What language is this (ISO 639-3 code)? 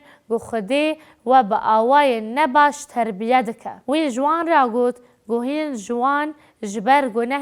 kur